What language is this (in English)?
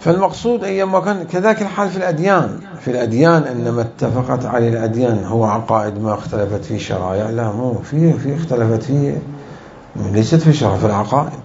Mesopotamian Arabic